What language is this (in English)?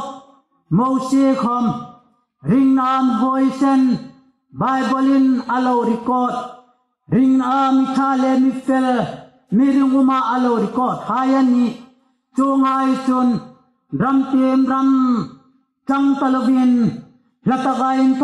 Hmar